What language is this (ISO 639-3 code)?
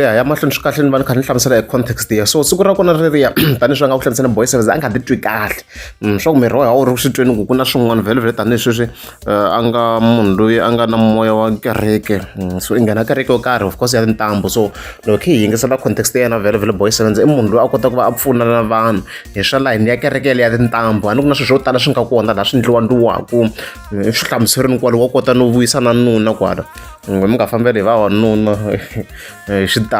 tso